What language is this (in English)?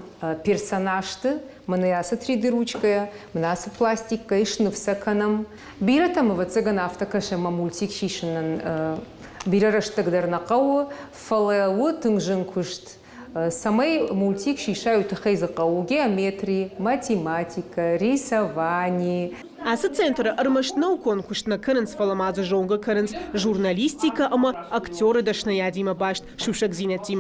Ossetic